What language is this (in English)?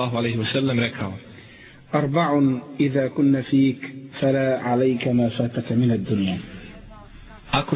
Bosnian